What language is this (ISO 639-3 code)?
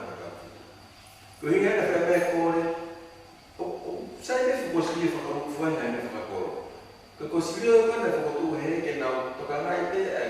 ton